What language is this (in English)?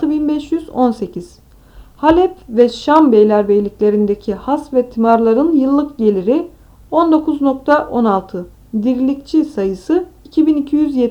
Turkish